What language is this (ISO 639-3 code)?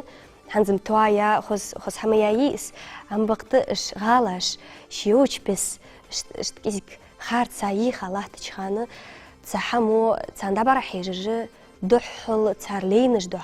inh